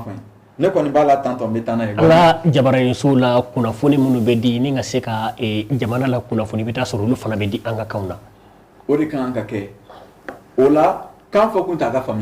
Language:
Bambara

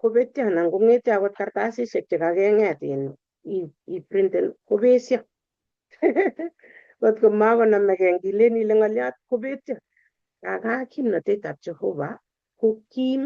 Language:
Kalenjin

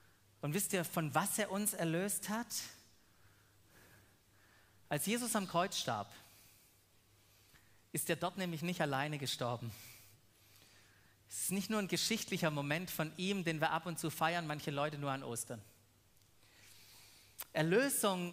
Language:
German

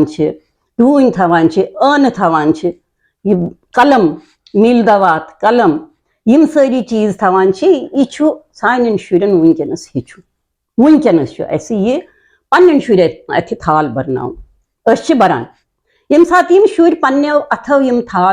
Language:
Kashmiri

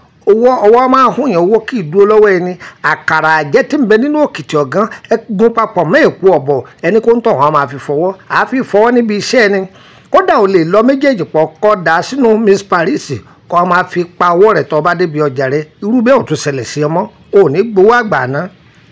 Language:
Yoruba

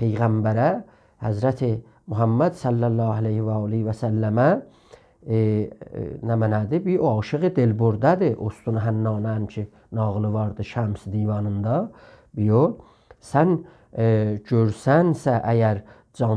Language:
South Azerbaijani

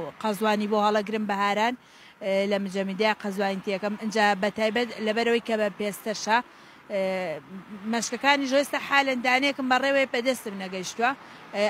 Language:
Central Kurdish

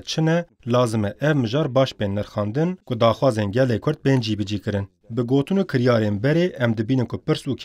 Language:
Kurdish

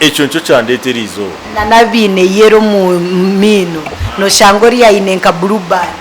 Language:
Nyankole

